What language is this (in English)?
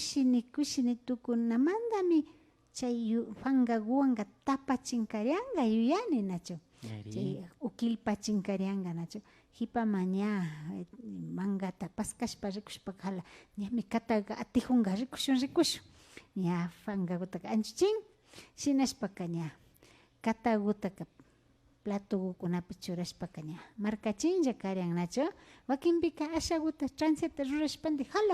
Imbabura Highland Quichua